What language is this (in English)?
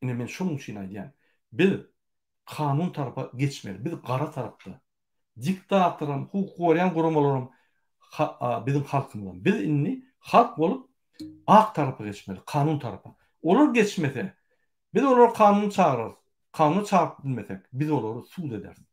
Turkmen